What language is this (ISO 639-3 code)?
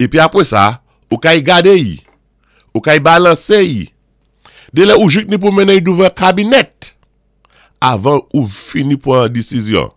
acf